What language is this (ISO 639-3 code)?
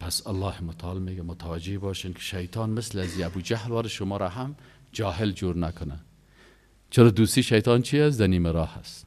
fas